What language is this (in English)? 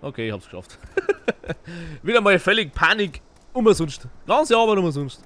Bavarian